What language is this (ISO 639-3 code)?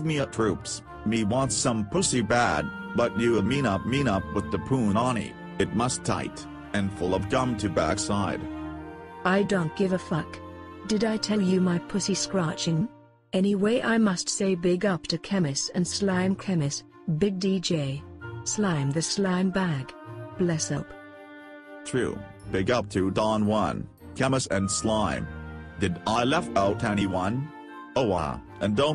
jam